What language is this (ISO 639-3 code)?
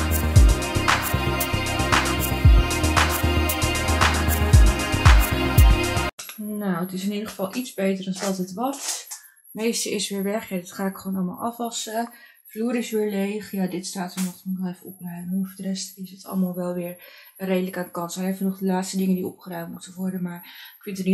nld